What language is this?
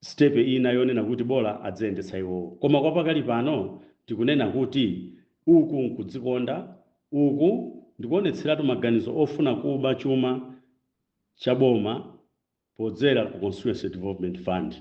Nyanja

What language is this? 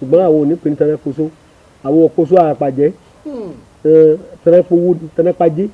Yoruba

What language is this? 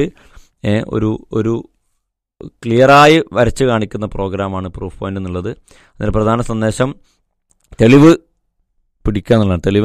Malayalam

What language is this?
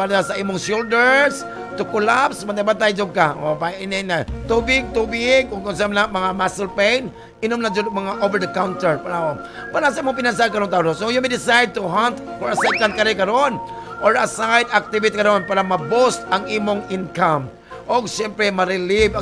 Cebuano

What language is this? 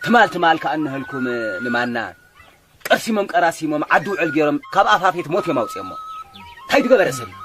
Tigrinya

